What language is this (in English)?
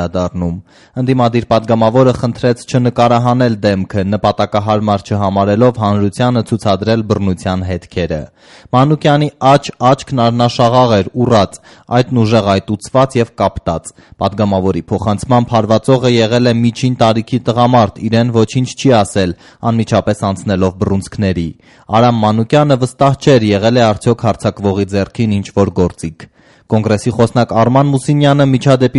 Armenian